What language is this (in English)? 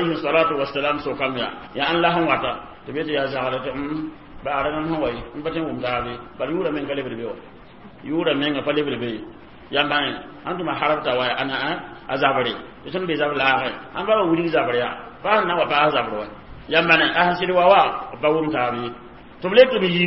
Mossi